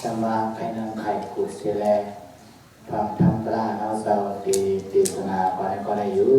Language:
Shan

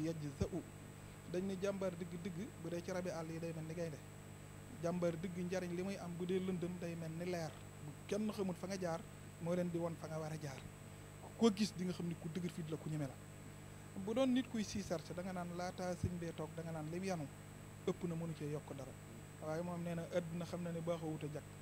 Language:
Wolof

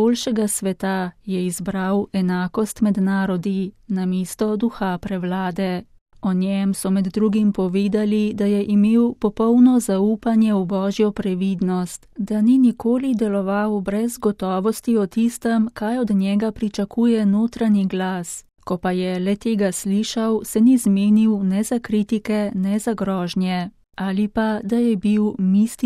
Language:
Slovenian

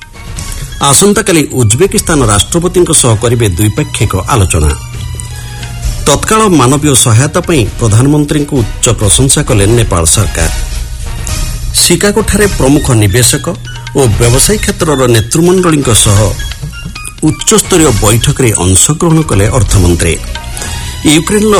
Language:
Odia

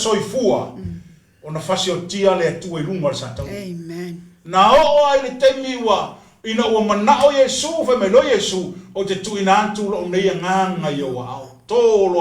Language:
Samoan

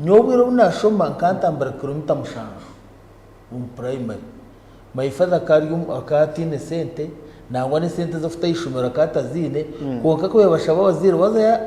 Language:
Nyankole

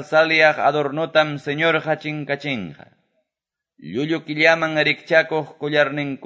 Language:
Quechua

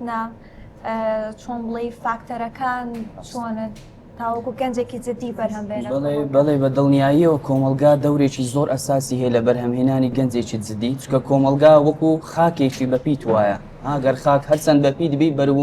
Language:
Central Kurdish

